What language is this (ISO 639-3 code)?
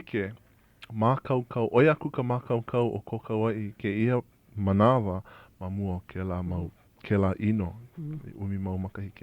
haw